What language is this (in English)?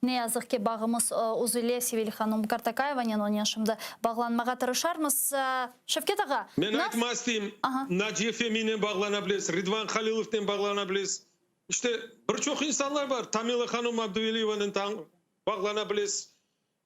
Crimean Tatar